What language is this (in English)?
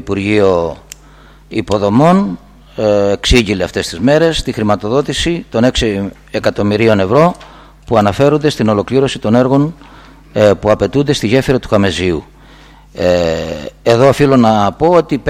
Greek